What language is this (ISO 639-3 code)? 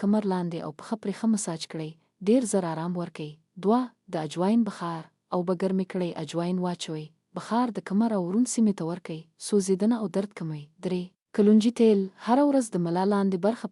pus